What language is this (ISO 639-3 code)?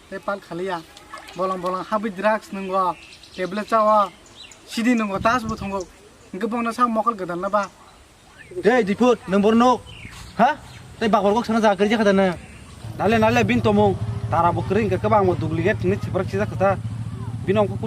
trp